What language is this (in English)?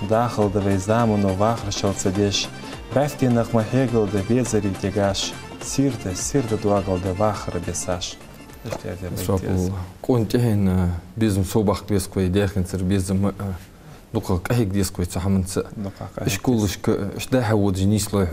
Ingush